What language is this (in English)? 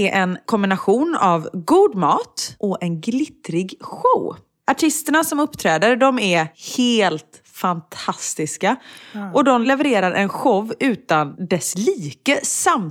Swedish